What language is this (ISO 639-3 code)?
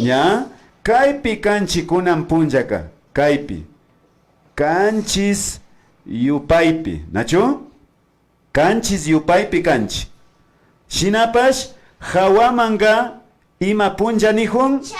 qvi